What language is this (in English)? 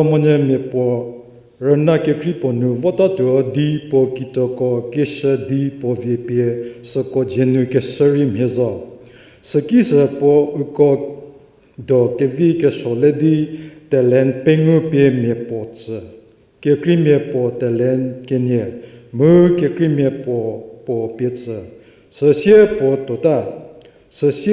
Angami Naga